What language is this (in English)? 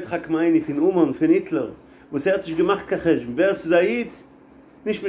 Yiddish